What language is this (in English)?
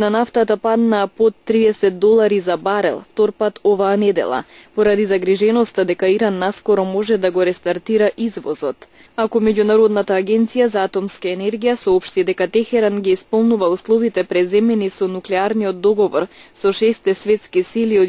Macedonian